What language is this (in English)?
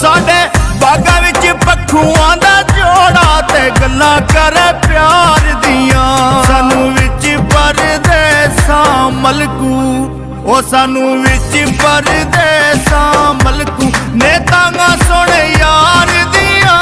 Pahari-Potwari